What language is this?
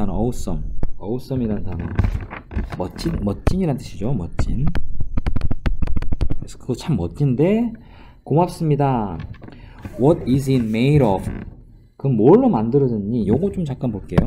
Korean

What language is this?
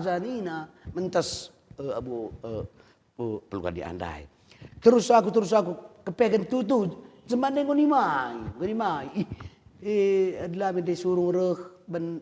Batak Karo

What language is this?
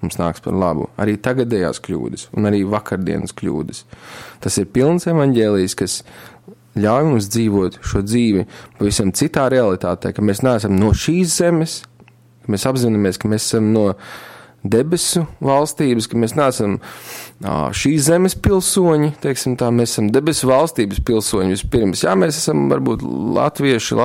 Latvian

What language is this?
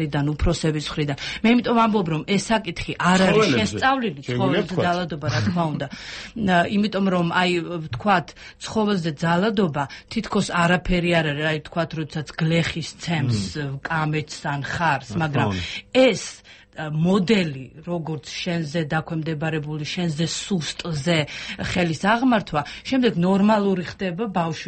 Georgian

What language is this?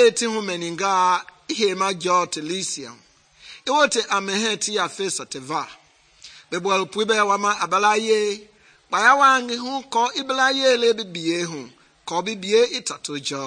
Mende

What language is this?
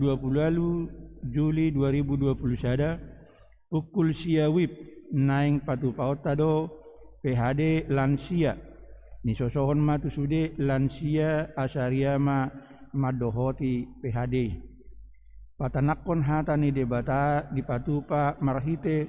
Batak Toba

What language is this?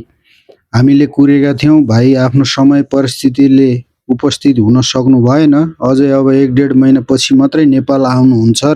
Nepali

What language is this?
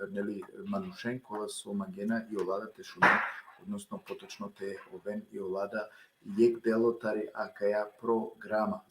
Balkan Romani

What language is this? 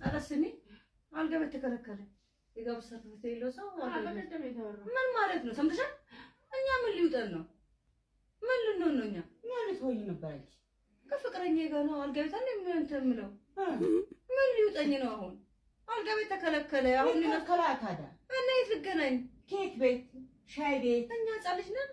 Amharic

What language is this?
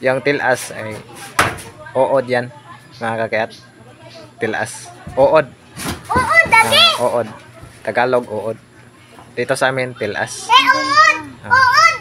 Cebuano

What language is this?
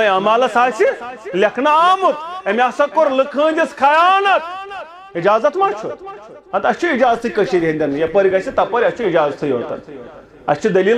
Kashmiri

